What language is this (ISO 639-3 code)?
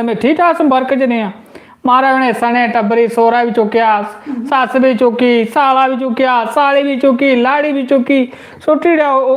doi